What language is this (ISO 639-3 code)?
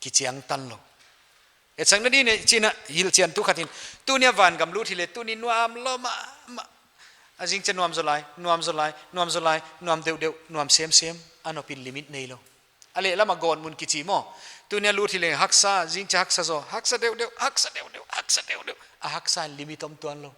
pck